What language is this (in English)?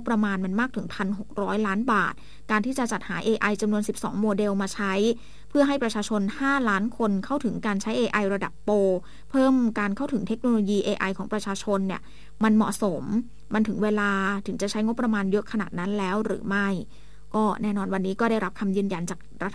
Thai